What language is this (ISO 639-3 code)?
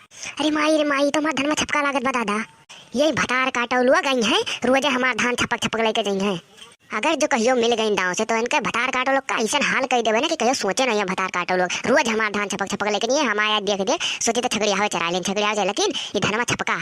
awa